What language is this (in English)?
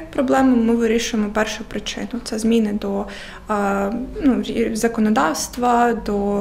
Ukrainian